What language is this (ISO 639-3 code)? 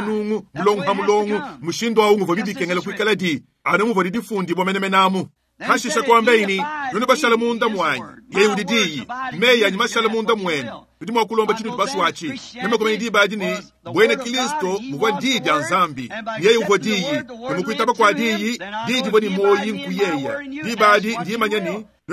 lua